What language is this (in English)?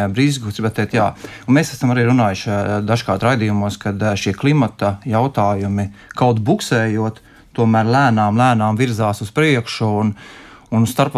Latvian